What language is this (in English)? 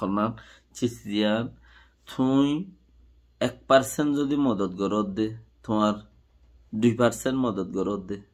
Rohingya